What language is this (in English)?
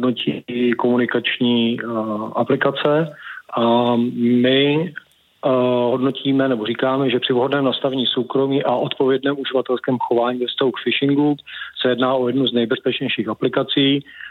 Czech